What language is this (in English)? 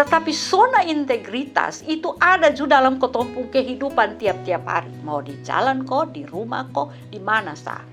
Kupang Malay